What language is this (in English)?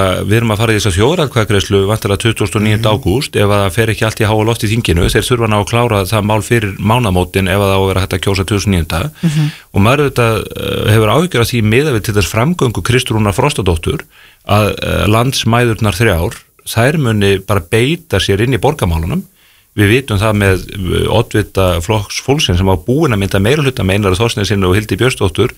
Icelandic